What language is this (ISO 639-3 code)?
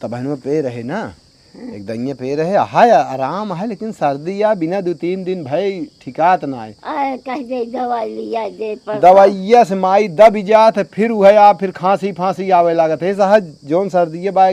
awa